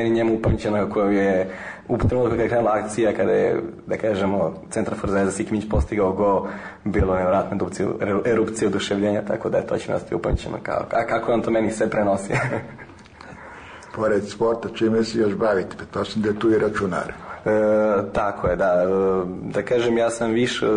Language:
Serbian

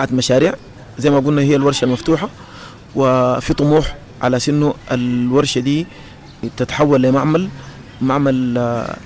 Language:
Sudanese Arabic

